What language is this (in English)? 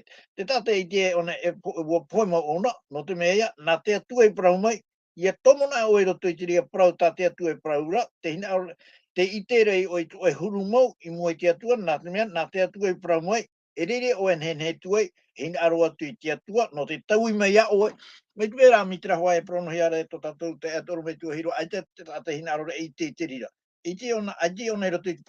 Tahitian